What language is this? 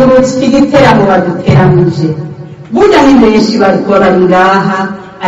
Rundi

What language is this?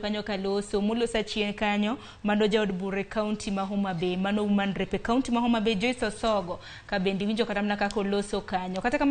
Luo (Kenya and Tanzania)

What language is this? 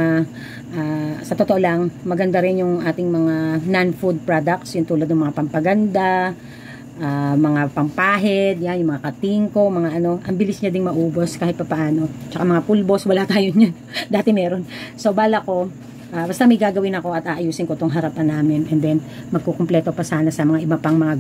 Filipino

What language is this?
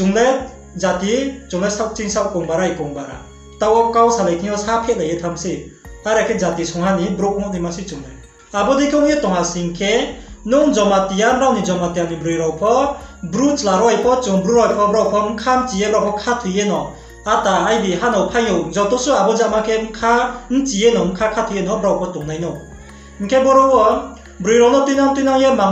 Riang (India)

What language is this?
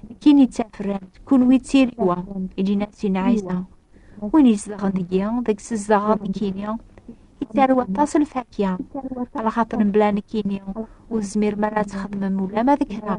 Kabyle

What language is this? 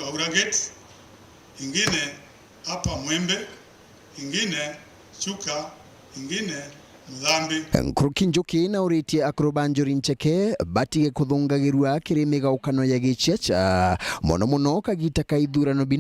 Meru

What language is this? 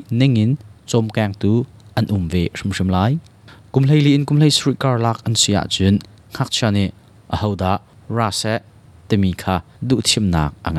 Hakha Chin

